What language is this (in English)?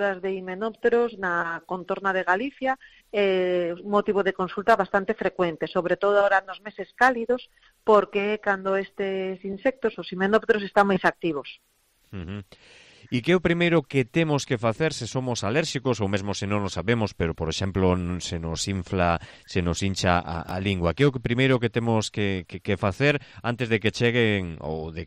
Galician